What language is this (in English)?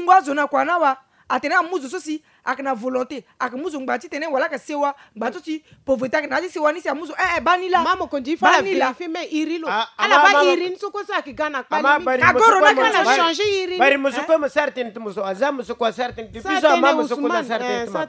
Sango